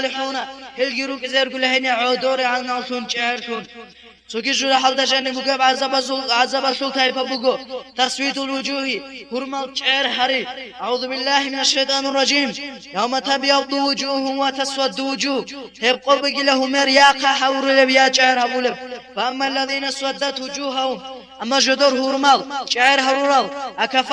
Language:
Avaric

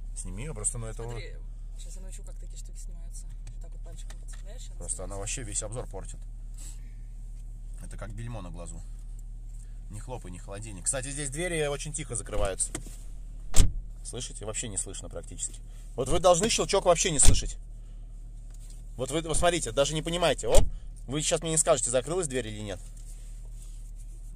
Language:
Russian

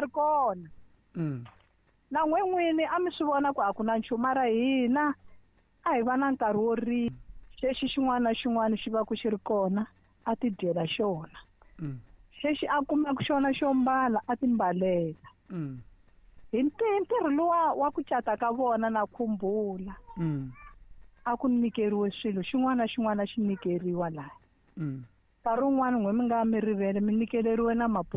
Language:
Tsonga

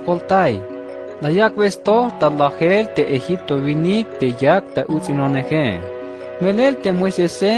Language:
Tzeltal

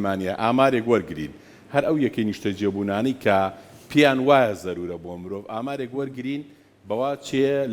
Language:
Central Kurdish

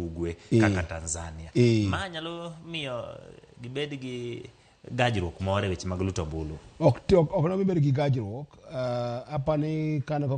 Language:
Luo (Kenya and Tanzania)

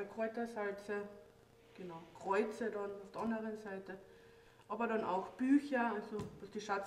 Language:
German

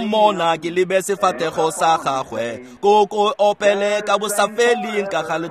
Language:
Tswana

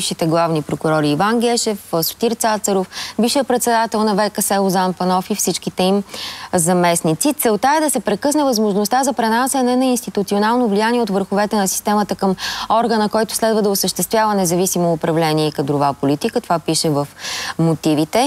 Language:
Bulgarian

